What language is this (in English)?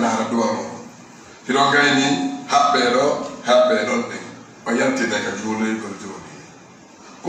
Fula